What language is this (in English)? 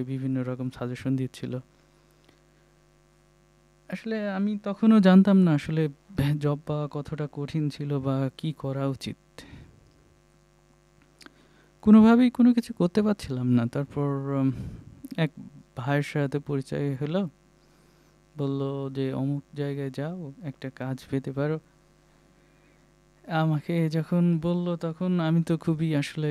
Bangla